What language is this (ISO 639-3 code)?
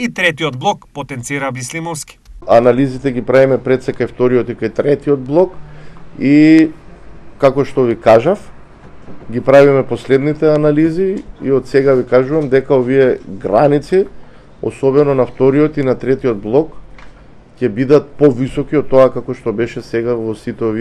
mkd